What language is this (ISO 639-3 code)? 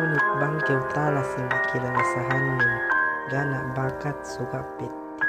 yka